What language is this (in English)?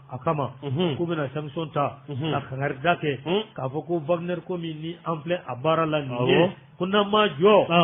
Bambara